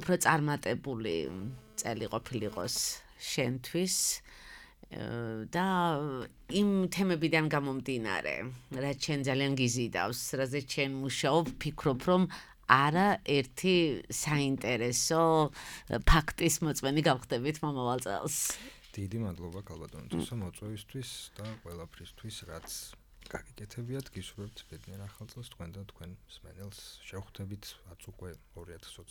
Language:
Georgian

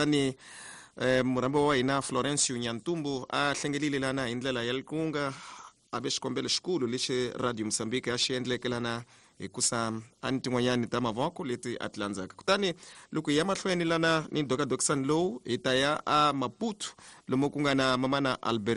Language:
Tsonga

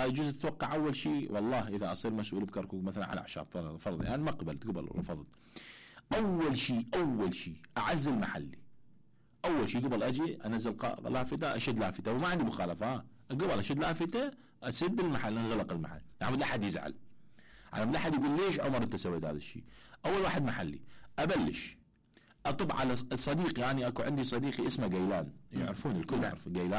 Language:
Mesopotamian Arabic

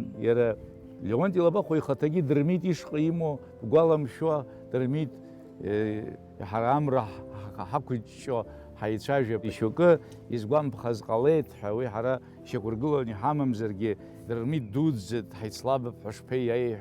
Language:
Abkhazian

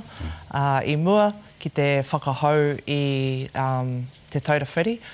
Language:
Māori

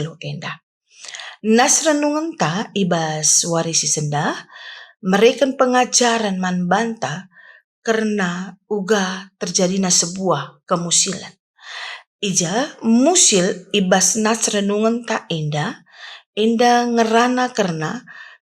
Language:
Batak Karo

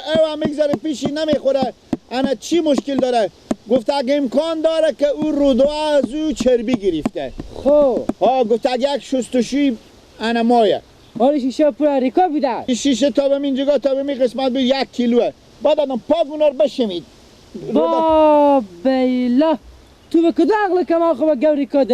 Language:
Persian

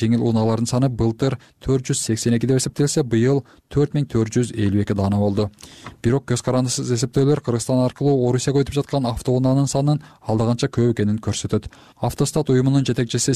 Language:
Kyrgyz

